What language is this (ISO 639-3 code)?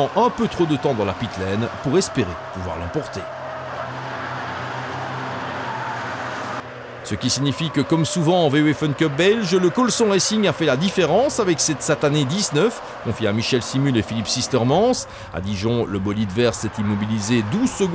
fra